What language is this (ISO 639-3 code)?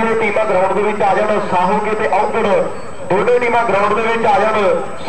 pan